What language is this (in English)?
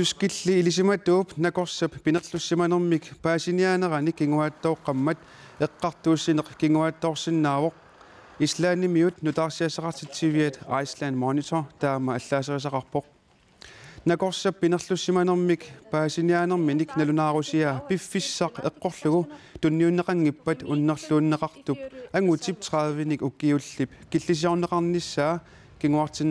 Kalaallisut